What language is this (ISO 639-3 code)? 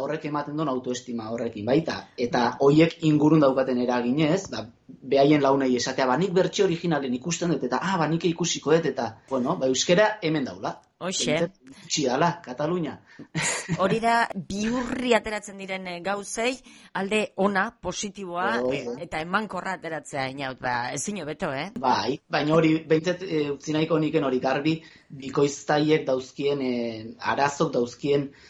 eus